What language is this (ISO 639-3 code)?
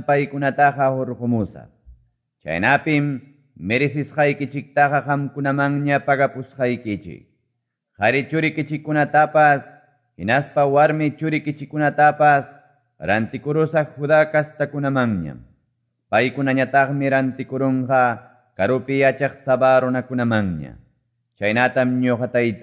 que